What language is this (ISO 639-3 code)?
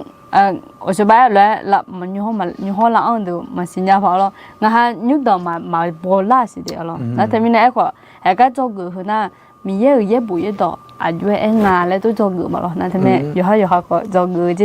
ahk